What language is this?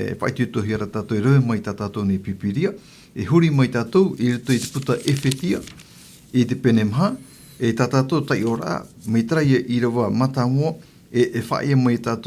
Tahitian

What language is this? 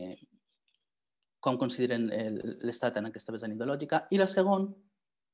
Catalan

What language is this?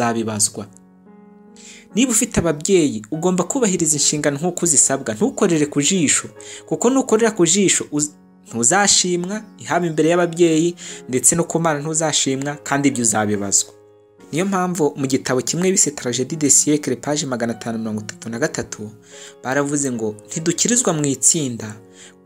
Kinyarwanda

